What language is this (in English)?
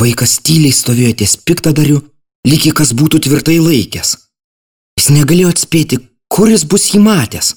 Lithuanian